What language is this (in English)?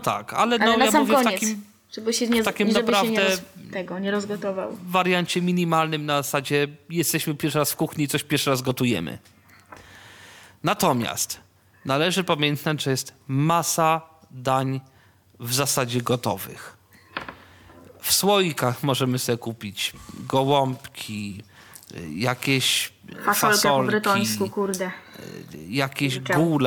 Polish